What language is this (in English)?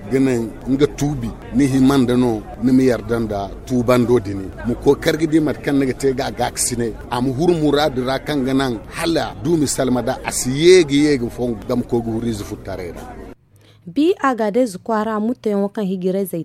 Zarma